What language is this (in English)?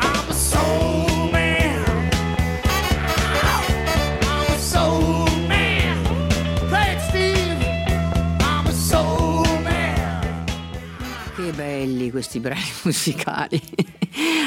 Italian